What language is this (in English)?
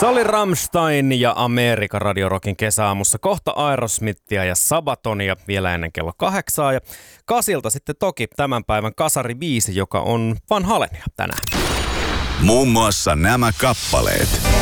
Finnish